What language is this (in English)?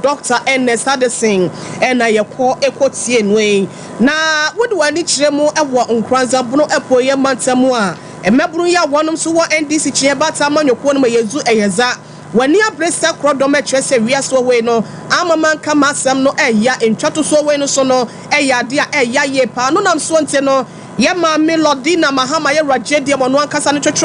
Akan